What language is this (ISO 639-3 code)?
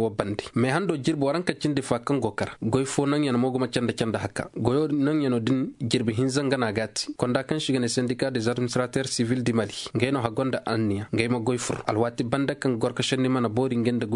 ses